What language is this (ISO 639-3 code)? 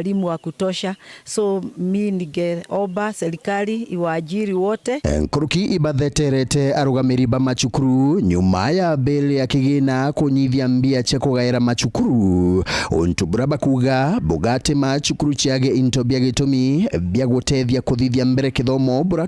mer